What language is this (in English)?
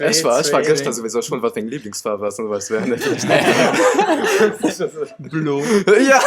Luxembourgish